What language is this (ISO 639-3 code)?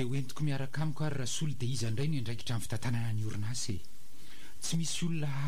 mlg